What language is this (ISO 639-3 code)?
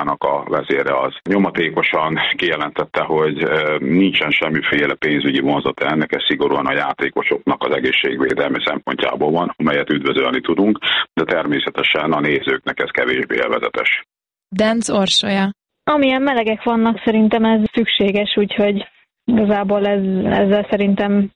hun